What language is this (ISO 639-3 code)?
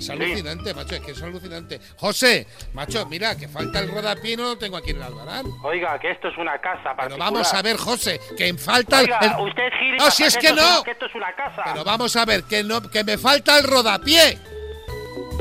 spa